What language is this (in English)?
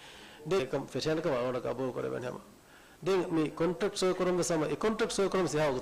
Divehi